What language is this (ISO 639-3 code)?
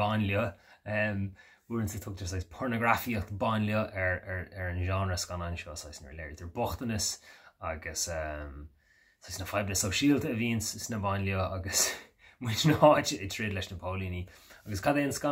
gle